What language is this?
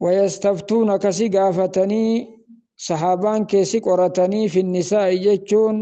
Oromo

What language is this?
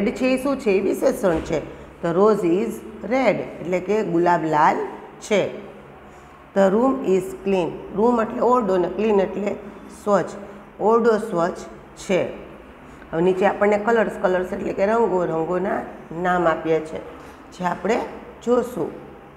Gujarati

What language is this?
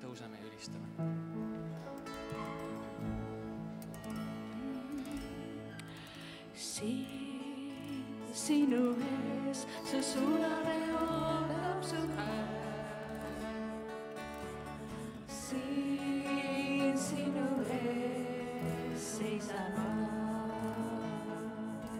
Estonian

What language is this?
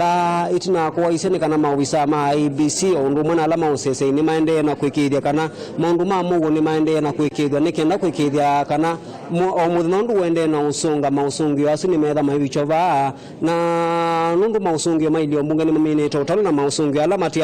Kamba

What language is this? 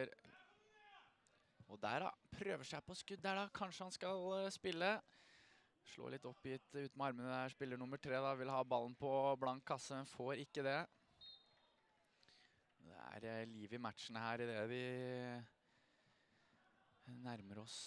Norwegian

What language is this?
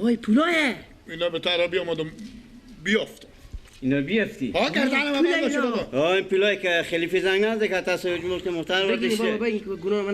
Persian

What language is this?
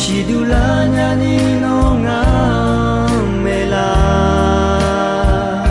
Akha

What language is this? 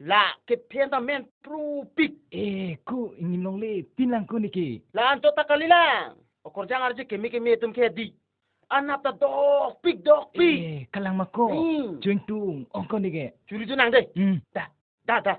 Karbi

